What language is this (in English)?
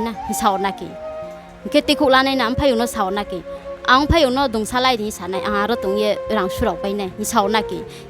Riang (India)